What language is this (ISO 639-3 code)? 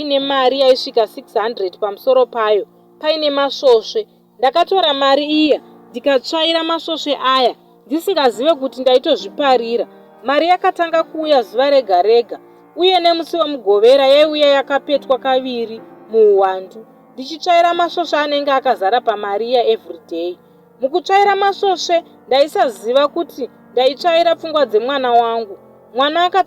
sna